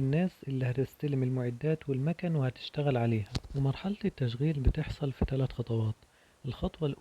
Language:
Egyptian Arabic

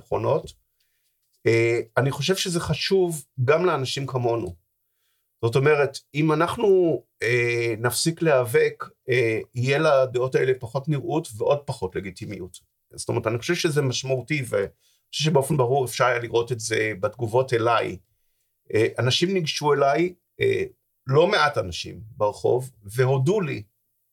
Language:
Hebrew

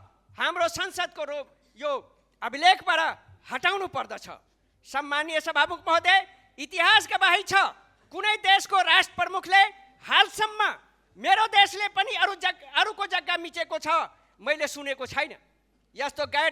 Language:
Nepali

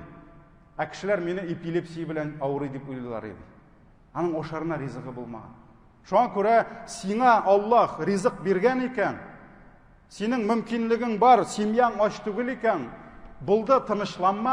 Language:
Tatar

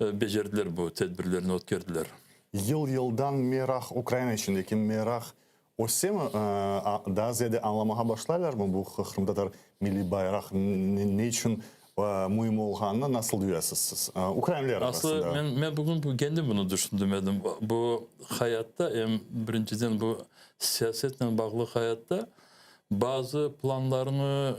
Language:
Crimean Tatar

